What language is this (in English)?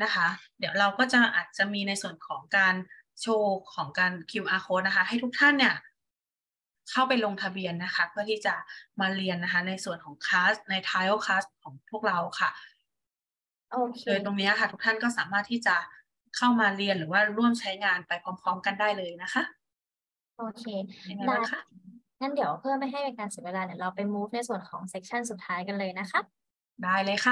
Thai